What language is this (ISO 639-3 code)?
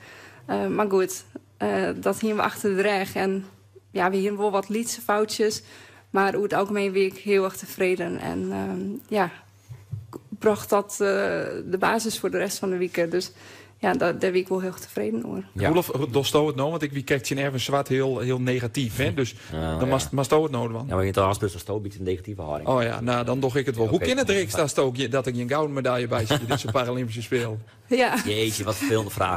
fry